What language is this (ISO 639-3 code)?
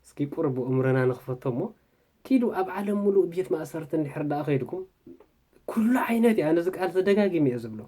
tir